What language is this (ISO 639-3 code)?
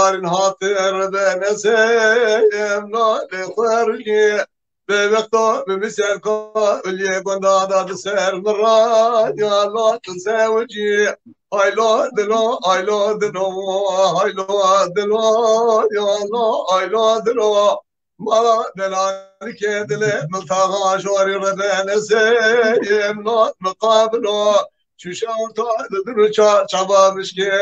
kur